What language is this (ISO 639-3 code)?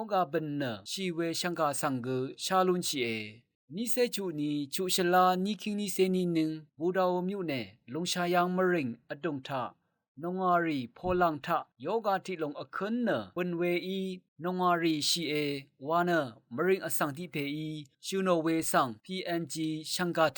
raw